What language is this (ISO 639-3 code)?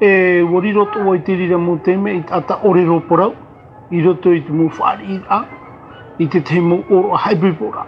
tah